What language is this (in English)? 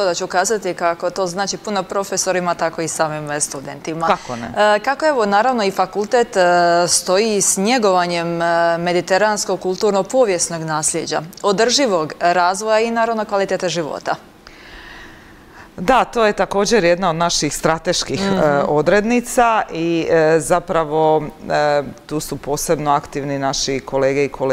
Croatian